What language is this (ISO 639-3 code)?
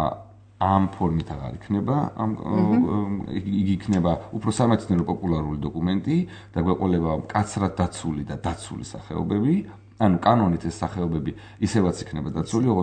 kat